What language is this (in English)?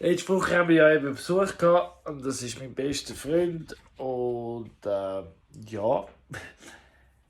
Swiss German